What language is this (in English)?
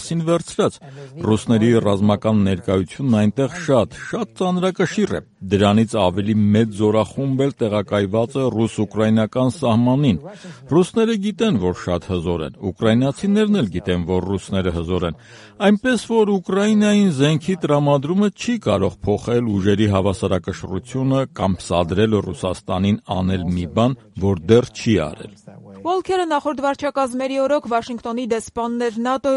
Armenian